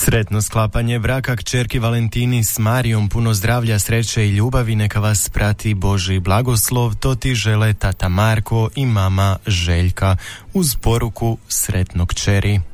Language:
Croatian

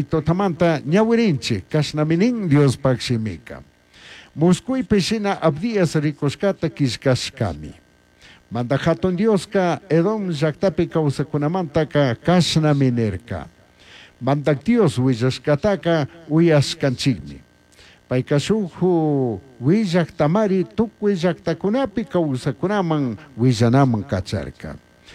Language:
Chimborazo Highland Quichua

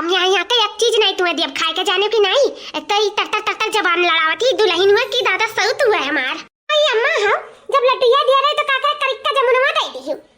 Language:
Awadhi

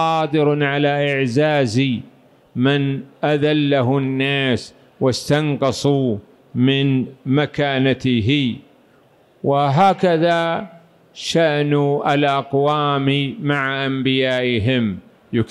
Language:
Arabic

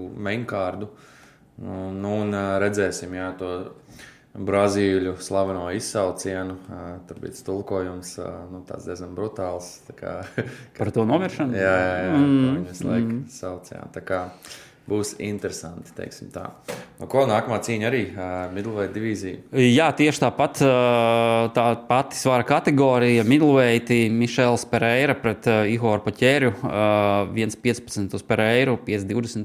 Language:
Latvian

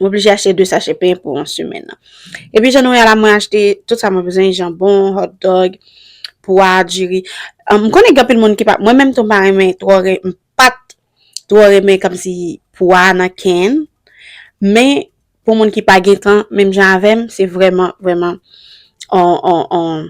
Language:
Haitian Creole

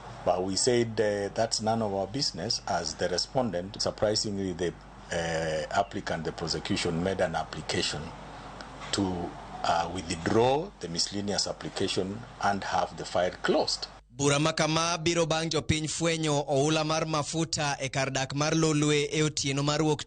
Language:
Luo (Kenya and Tanzania)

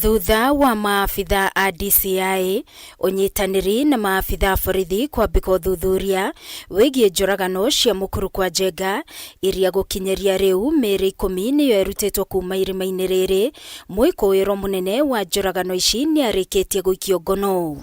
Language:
Kikuyu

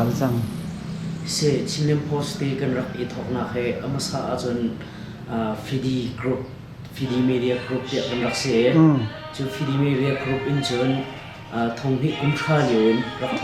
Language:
Hakha Chin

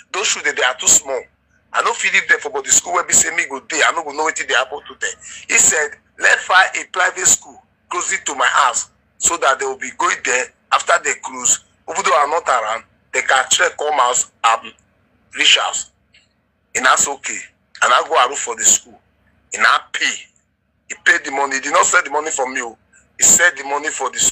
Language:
Nigerian Pidgin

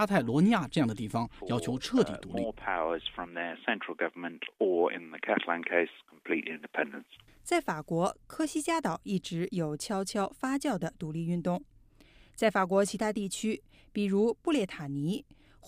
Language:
Chinese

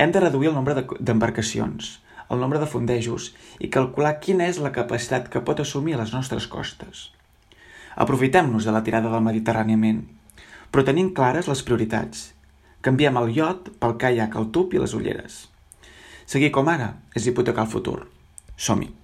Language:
Catalan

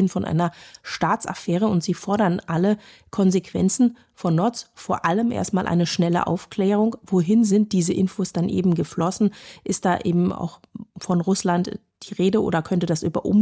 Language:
German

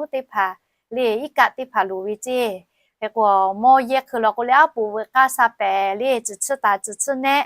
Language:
Lahu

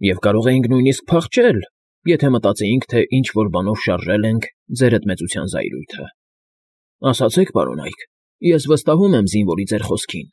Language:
Armenian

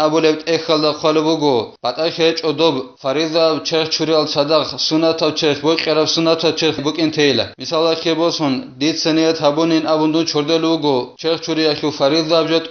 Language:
Avaric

